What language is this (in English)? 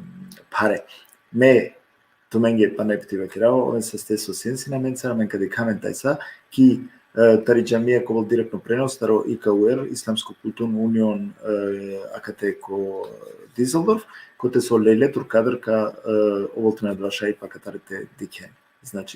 Balkan Romani